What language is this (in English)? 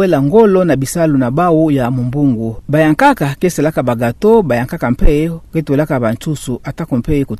Kituba (Democratic Republic of Congo)